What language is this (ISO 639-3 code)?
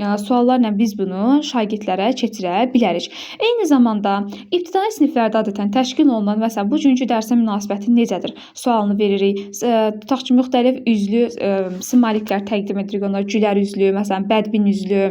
aze